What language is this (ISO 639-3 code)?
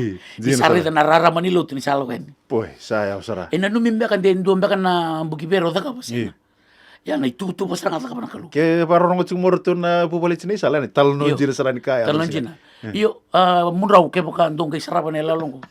fij